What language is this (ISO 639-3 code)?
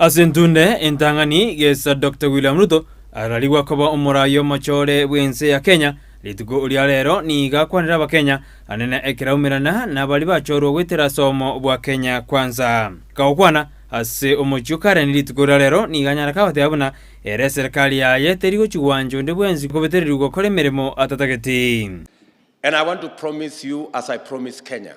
guz